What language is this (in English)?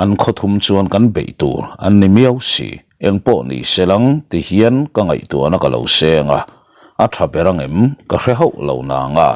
Mizo